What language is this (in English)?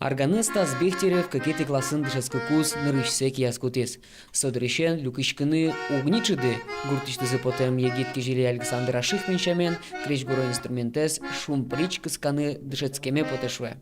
Udmurt